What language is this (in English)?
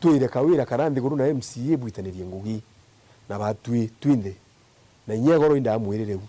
Meru